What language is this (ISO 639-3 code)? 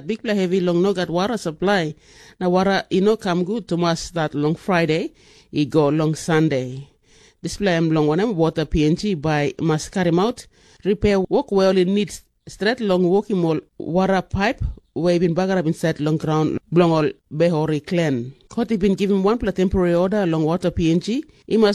tpi